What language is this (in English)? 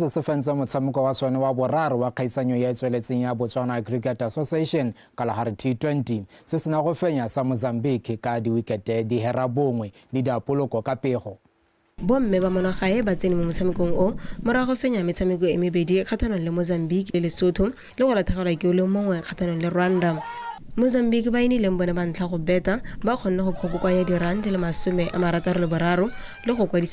Tswana